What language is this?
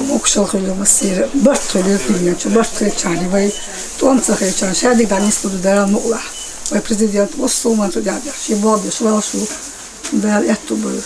Chechen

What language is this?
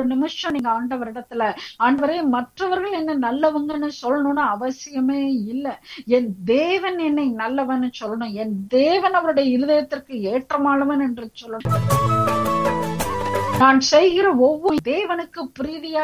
Tamil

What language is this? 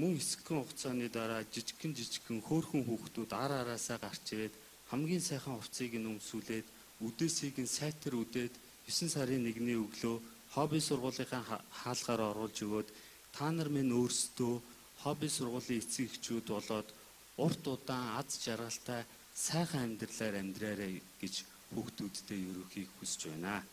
Mongolian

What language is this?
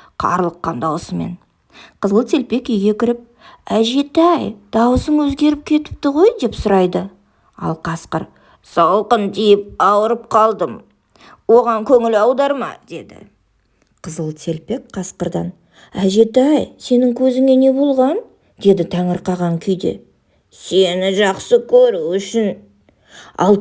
Kazakh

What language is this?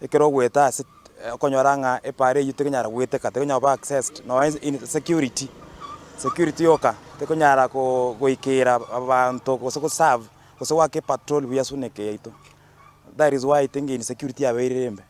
Gusii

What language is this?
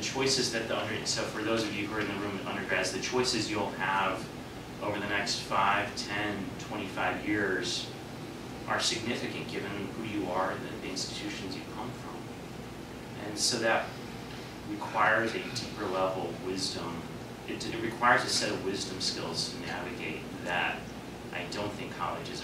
English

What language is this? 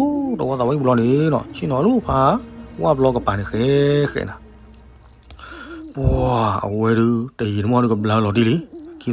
S'gaw Karen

